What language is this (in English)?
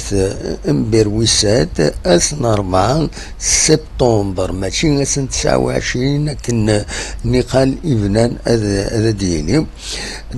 Kabyle